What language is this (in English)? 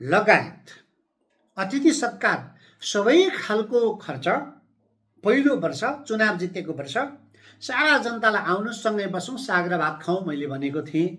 Nepali